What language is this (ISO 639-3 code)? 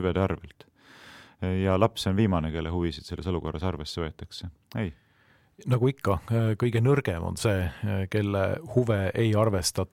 est